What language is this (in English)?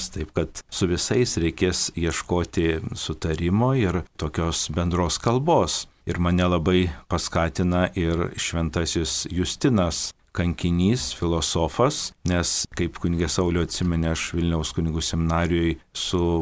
Lithuanian